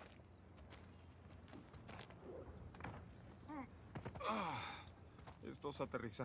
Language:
Spanish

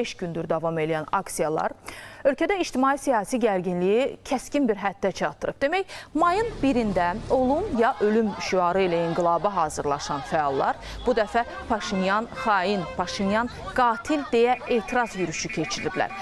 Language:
Azerbaijani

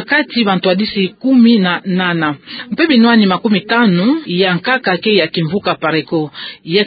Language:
Kituba (Democratic Republic of Congo)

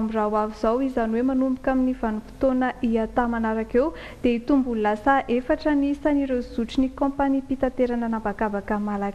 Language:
Malagasy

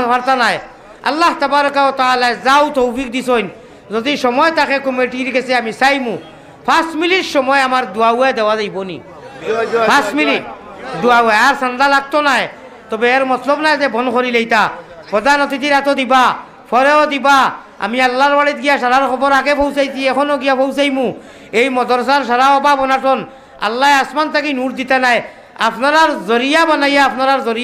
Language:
Sylheti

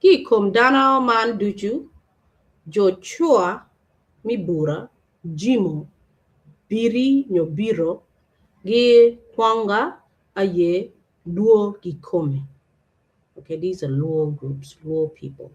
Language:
Acoli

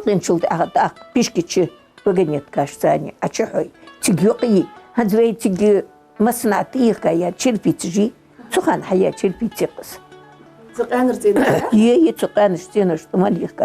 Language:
Ingush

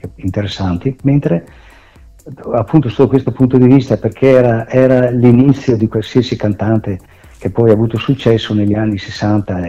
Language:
Italian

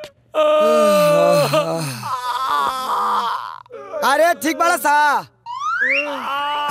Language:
Bhojpuri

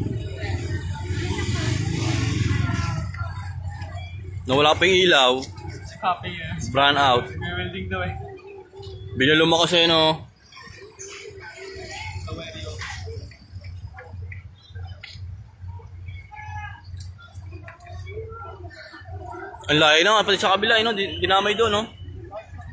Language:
Filipino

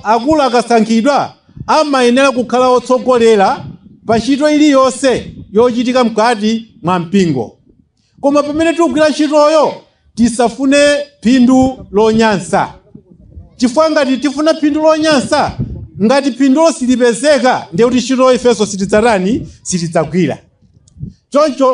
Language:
Nyanja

